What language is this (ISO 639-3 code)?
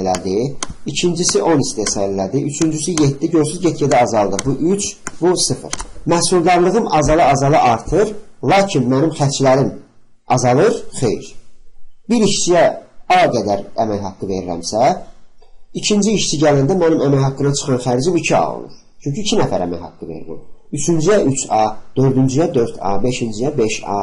aze